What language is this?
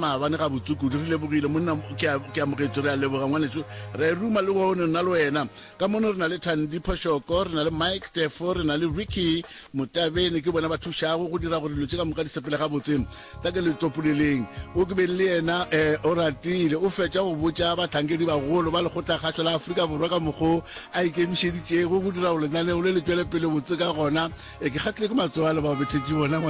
Northern Sotho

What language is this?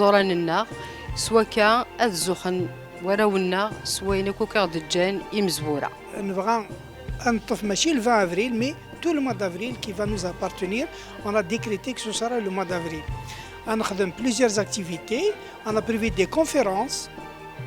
Kabyle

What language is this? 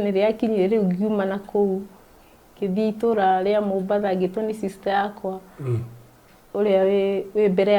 Kikuyu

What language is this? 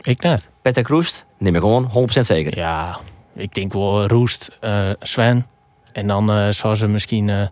Western Frisian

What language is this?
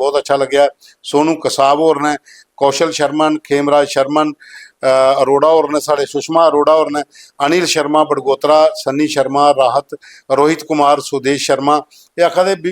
Dogri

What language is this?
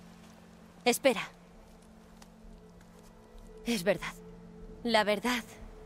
Spanish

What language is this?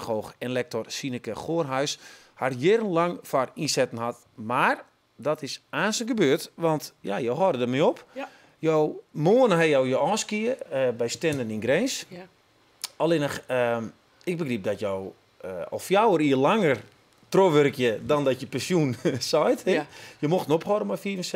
Western Frisian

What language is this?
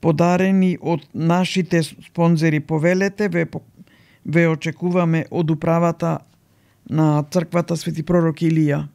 Macedonian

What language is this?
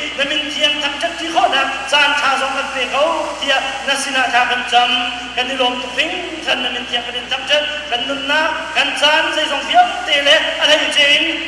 Hakha Chin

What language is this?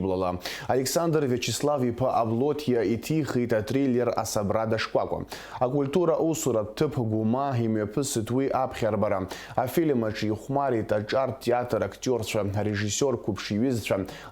Abkhazian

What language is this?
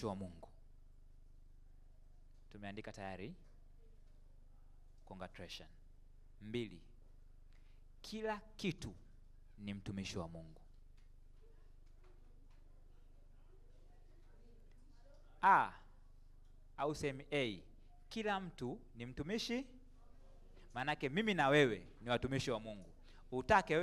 Swahili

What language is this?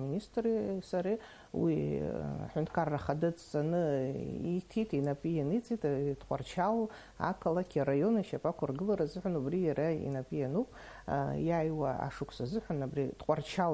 Abkhazian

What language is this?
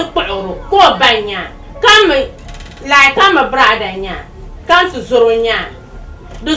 Dagbani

